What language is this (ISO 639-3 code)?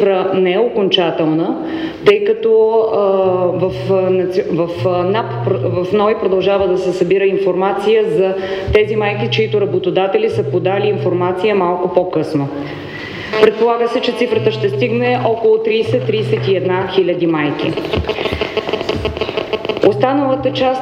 bul